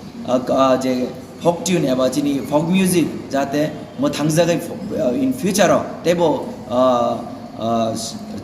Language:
Riang (India)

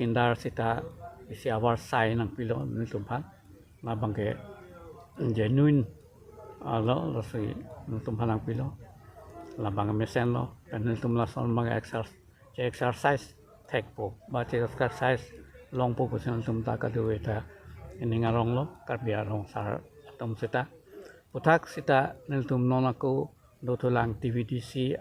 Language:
Karbi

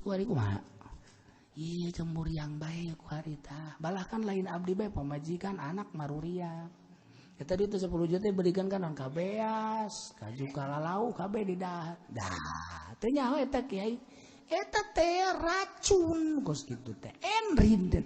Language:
Sundanese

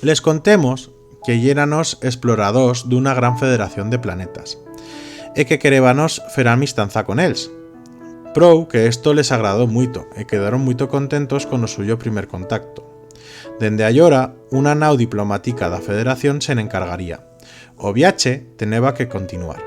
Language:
Aragonese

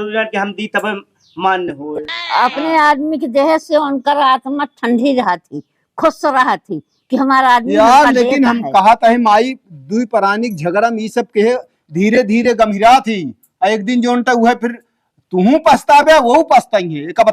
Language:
Awadhi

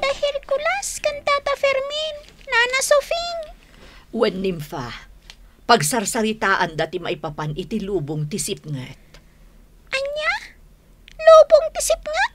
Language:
Iloko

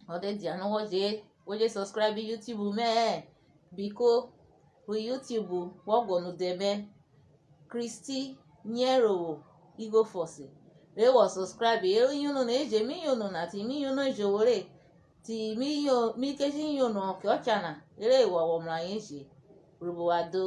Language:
Urhobo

